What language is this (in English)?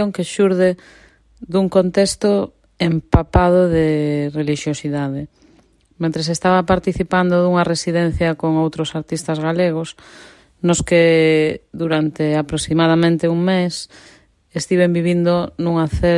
Galician